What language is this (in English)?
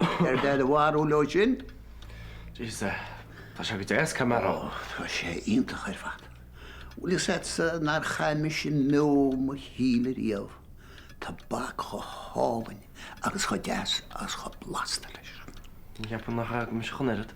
Irish